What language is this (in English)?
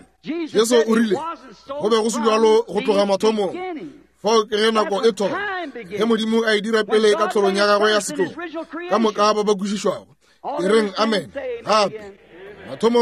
Northern Sotho